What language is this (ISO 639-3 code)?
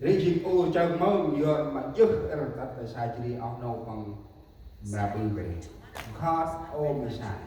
cmo